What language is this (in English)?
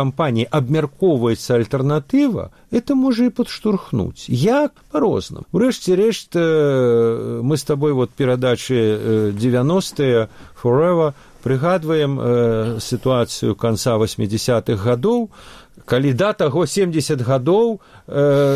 Belarusian